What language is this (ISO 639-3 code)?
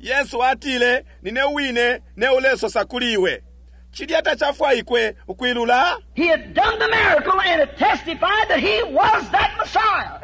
bem